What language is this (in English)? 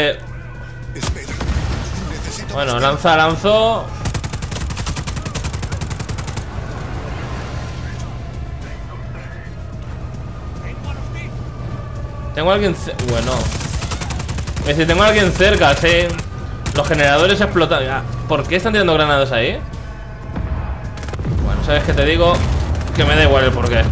Spanish